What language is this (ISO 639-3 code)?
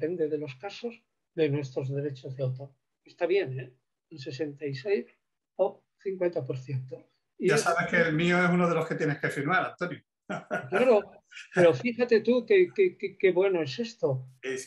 spa